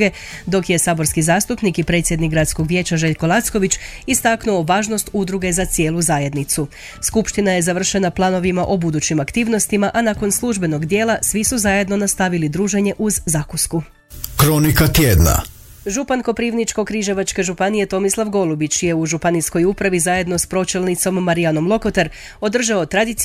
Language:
Croatian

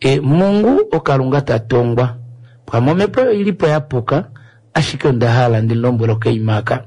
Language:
Kuanyama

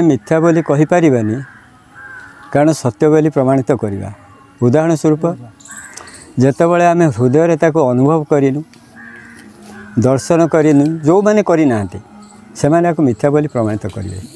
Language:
Odia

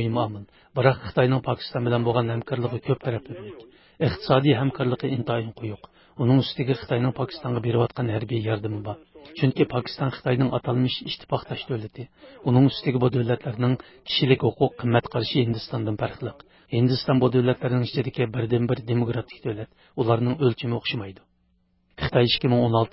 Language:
Uyghur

